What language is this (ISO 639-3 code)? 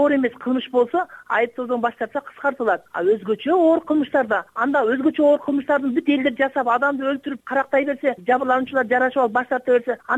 kir